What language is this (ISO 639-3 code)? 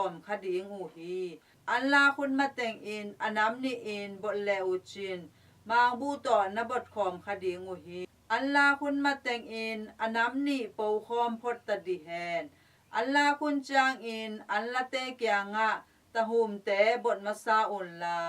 ctd